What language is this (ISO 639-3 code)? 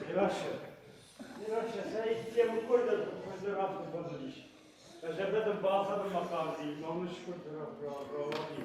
oss